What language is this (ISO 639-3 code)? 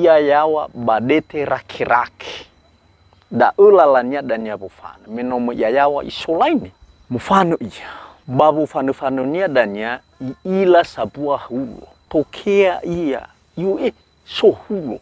nia